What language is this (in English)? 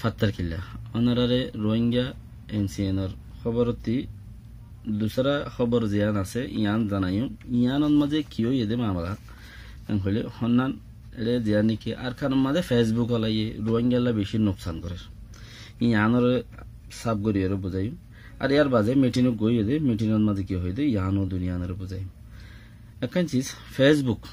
Rohingya